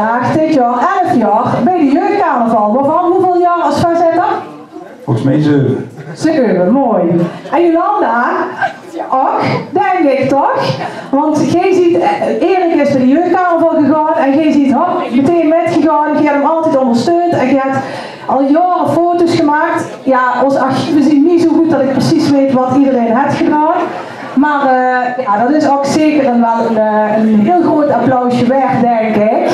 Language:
Limburgish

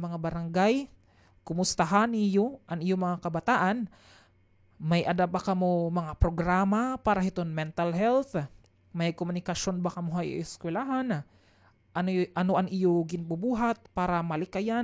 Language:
Waray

